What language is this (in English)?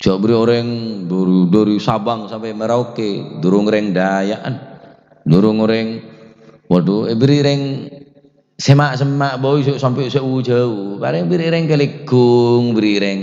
Madurese